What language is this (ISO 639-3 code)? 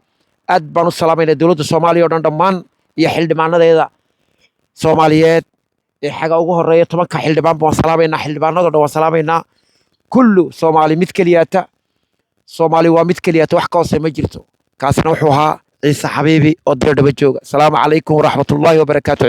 som